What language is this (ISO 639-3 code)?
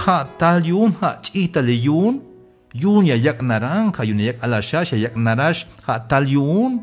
tzh